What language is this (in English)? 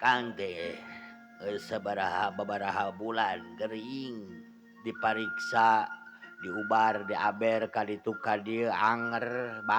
Sundanese